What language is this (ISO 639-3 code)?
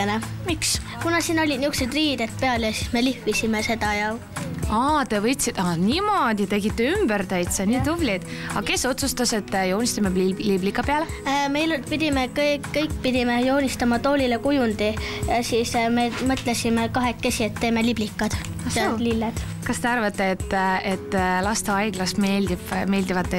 est